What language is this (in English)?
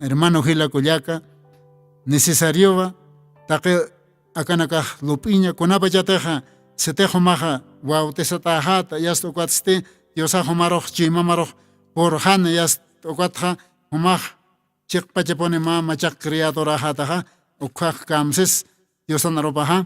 Aymara